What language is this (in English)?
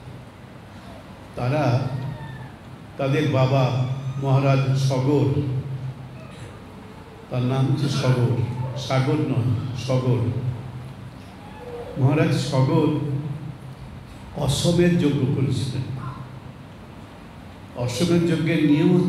Bangla